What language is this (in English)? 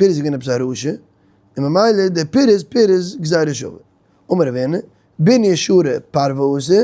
Yiddish